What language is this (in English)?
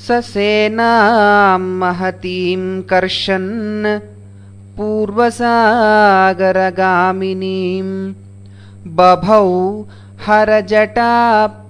Sanskrit